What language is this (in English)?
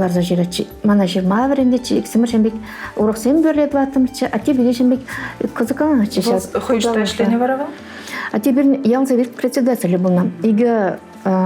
Chuvash